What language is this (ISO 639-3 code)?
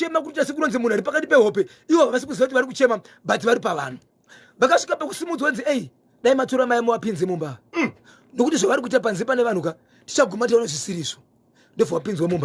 sna